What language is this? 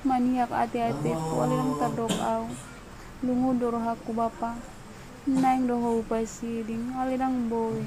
Batak Toba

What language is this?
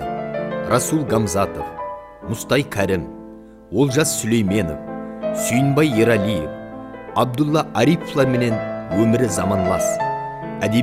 Kara-Kalpak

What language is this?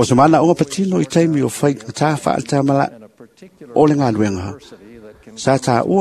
Samoan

